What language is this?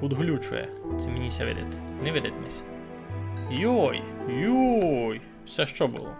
Rusyn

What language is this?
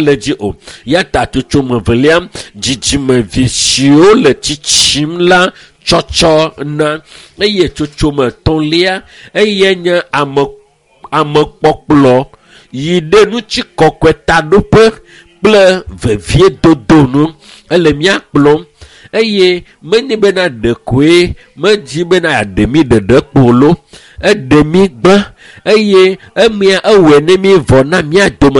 Ewe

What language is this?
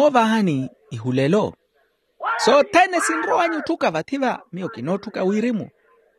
Makhuwa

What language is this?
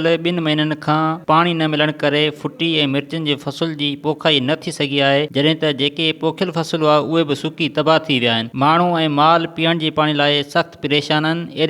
Sindhi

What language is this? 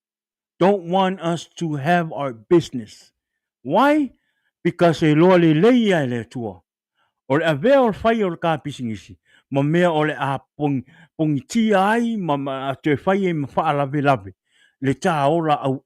Samoan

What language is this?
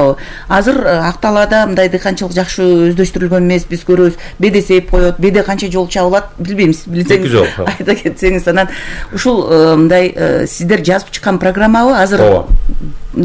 Kyrgyz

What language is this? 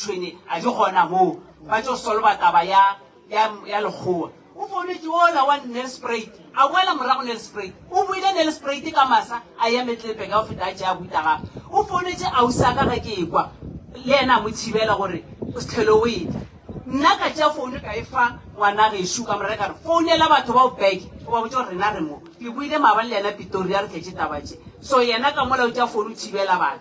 Northern Sotho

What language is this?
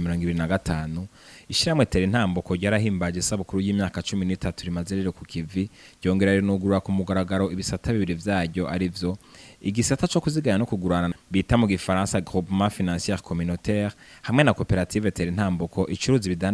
Rundi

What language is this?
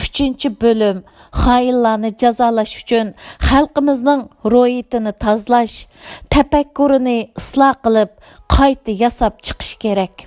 Uyghur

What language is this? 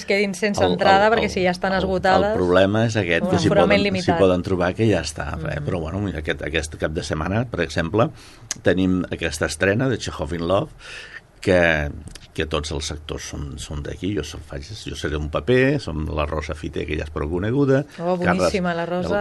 Catalan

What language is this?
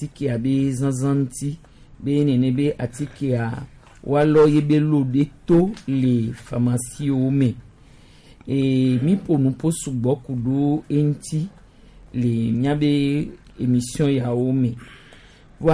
Gen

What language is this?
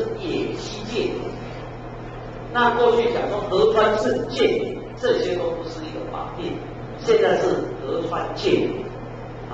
Chinese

